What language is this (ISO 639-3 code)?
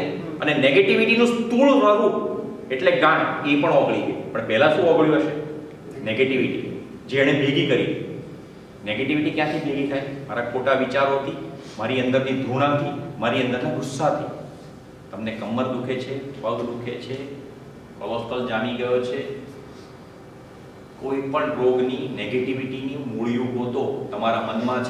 guj